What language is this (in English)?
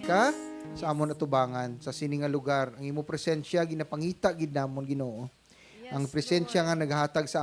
Hiligaynon